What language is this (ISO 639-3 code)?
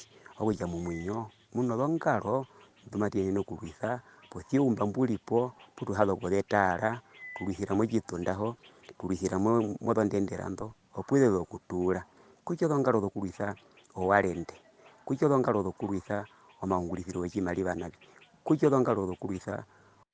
her